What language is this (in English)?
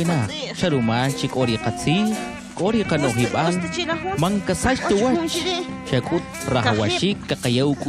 Kʼicheʼ